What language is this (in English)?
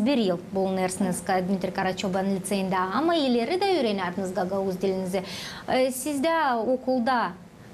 Gagauz